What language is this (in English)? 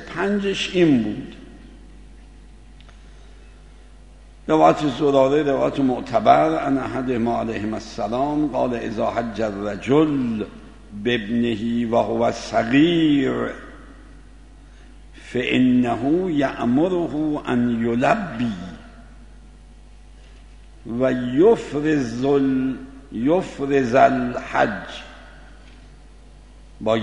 Persian